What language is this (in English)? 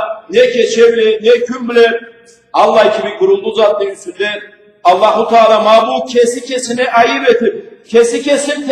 Karachay-Balkar